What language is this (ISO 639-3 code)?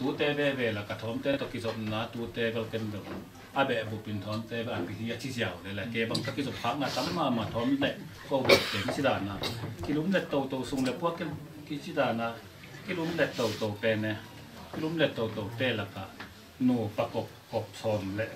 ctd